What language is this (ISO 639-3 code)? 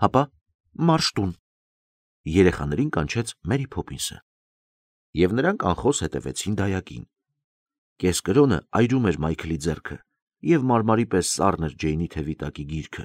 hye